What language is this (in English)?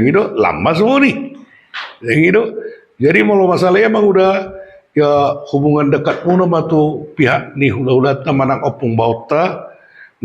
Batak Toba